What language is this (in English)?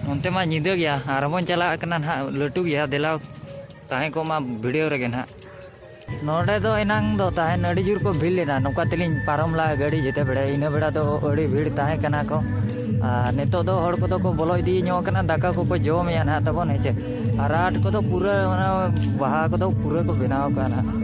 Santali